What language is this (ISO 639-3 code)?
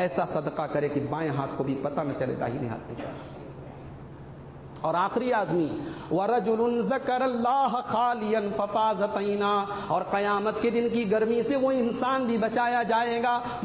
urd